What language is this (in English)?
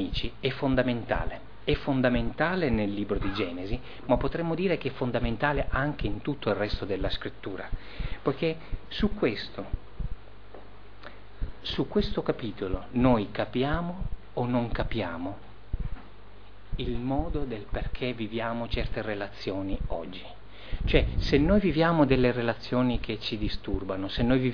Italian